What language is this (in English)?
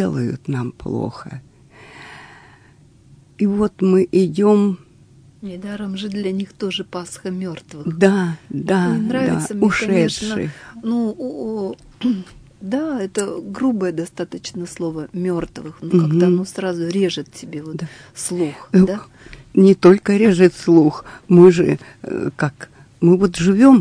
Russian